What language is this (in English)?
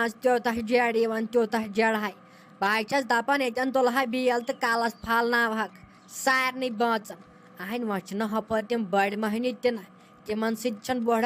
Kashmiri